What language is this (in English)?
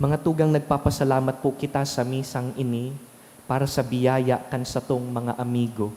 Bikol